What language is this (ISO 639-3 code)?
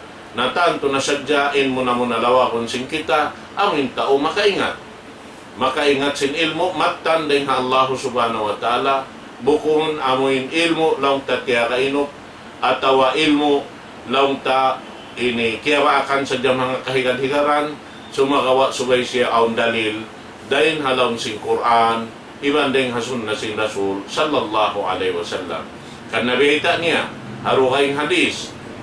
tsg